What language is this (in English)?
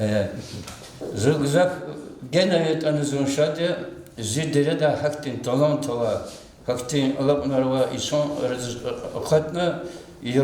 Lezghian